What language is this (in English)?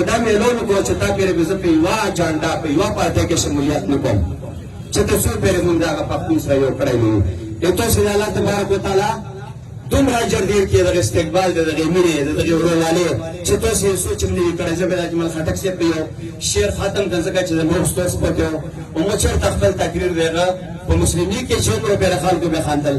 Pashto